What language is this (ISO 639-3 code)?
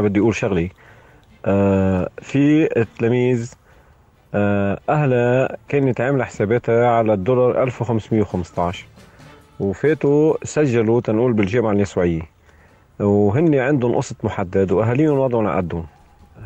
apc